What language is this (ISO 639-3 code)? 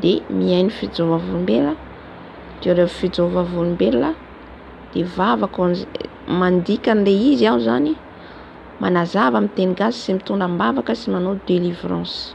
mlg